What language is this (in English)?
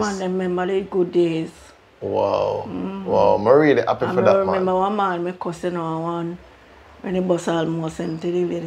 Jamaican Creole English